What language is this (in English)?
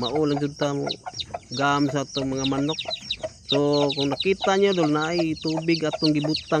Cebuano